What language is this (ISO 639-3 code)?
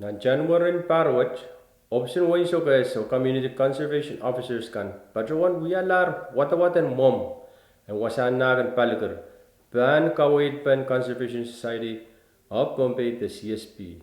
pon